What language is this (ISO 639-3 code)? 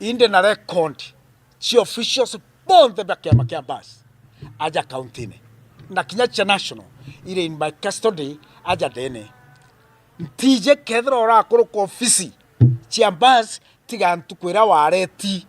mer